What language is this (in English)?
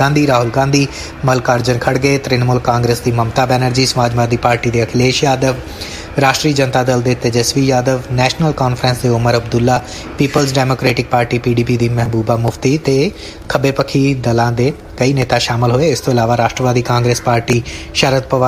Punjabi